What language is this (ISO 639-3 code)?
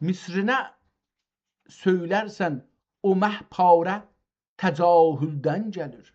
azb